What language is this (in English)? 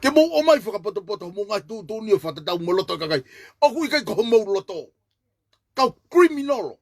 Tongan